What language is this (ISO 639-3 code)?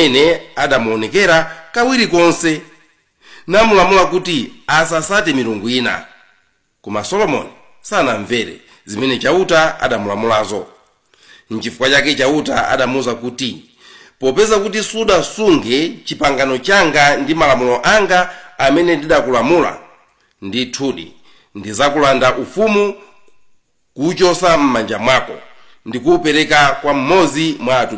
nya